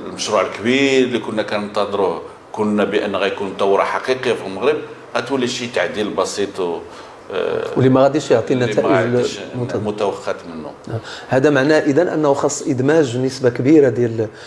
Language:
Moroccan Arabic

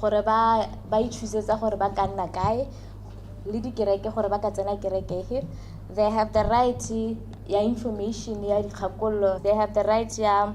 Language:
Tswana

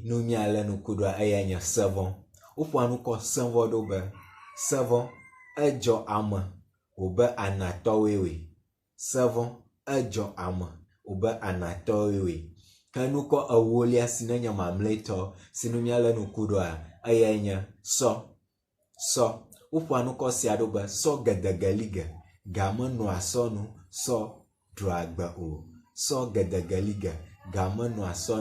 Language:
Ewe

